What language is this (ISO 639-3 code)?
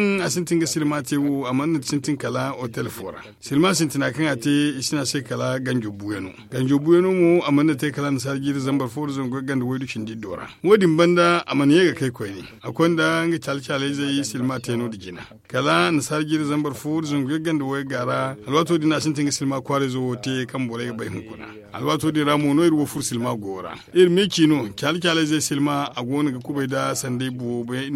dje